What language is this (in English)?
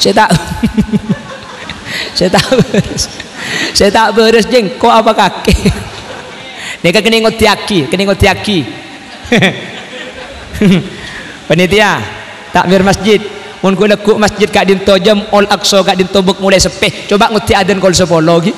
Madurese